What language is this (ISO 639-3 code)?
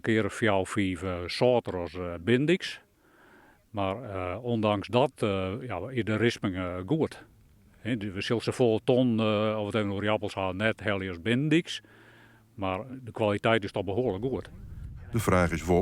fry